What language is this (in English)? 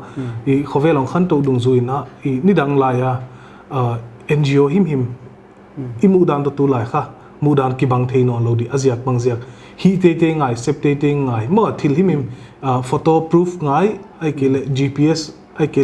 Paite Chin